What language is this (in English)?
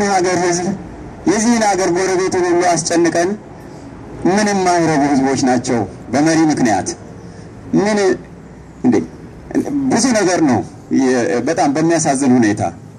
Amharic